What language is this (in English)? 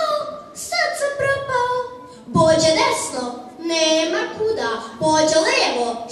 Serbian